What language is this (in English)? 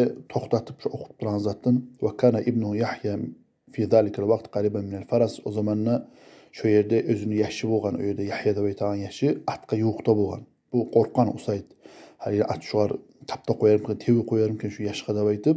Kumyk